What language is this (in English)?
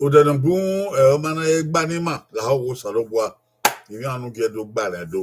Bini